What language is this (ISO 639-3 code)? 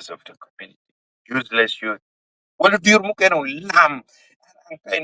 ach